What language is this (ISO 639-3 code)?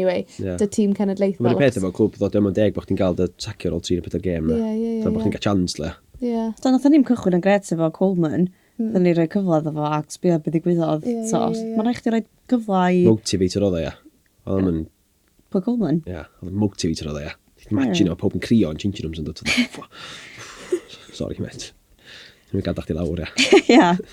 cym